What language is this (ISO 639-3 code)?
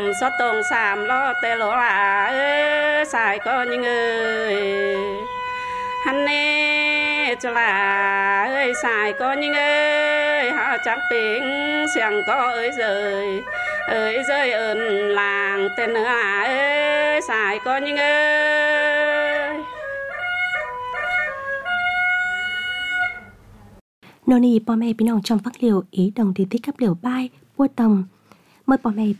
vie